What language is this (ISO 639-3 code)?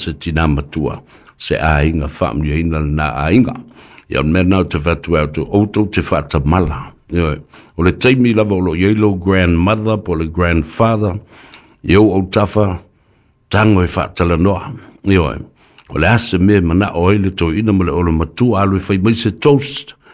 smo